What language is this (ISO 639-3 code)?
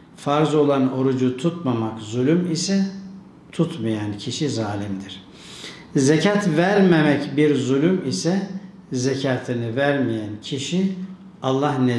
tur